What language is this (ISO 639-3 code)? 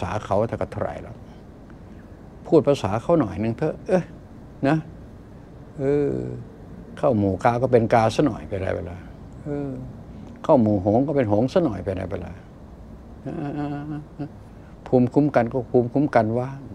tha